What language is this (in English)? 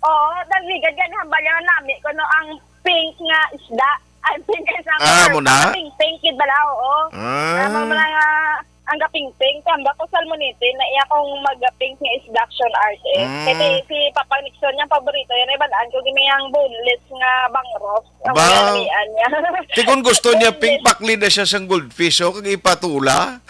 Hiligaynon